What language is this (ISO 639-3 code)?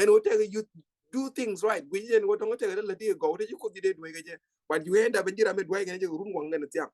nus